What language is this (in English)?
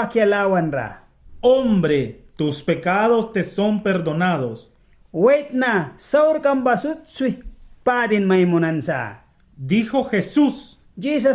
Mískito